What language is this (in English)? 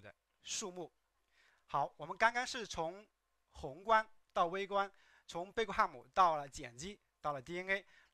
Chinese